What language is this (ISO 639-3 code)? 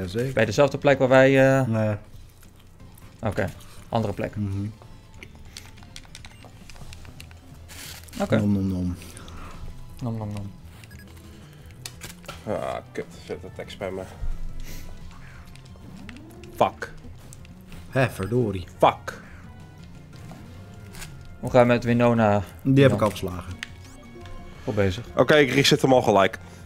nld